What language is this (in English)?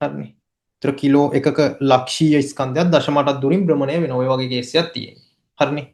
Sinhala